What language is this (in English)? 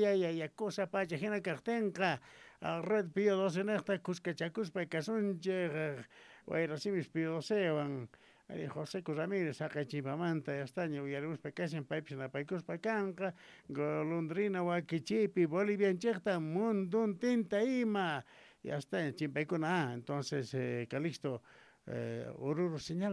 South Bolivian Quechua